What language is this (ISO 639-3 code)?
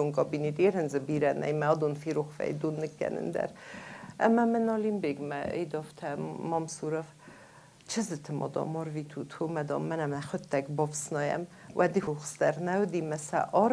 oss